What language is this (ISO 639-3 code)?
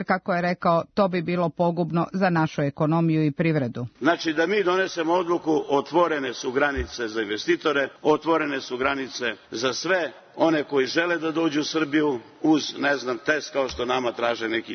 srp